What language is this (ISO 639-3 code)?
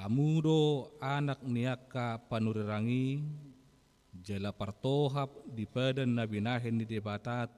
bbc